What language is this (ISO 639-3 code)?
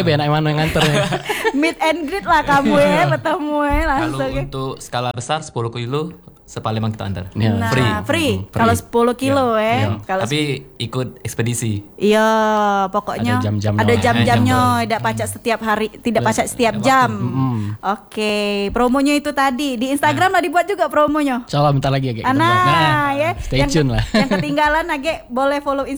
ind